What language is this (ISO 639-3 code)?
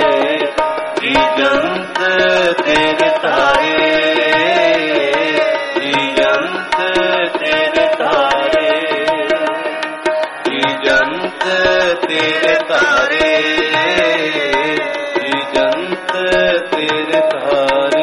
pan